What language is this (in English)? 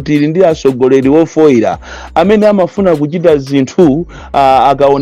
Nyanja